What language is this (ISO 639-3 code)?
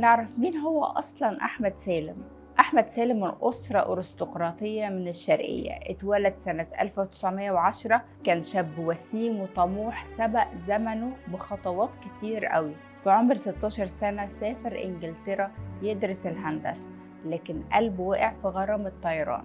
arz